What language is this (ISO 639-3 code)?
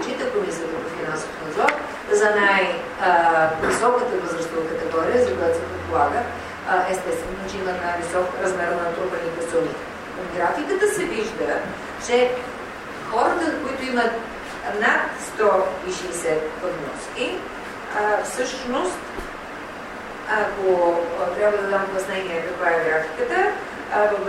bul